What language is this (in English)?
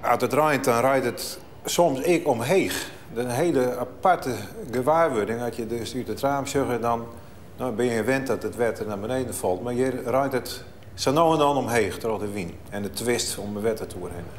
Western Frisian